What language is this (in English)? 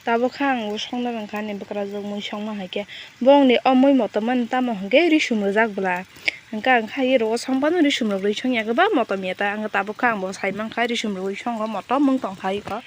Kok Borok